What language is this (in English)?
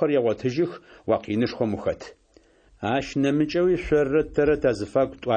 Adyghe